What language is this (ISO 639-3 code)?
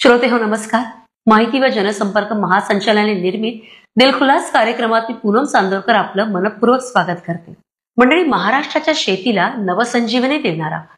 mar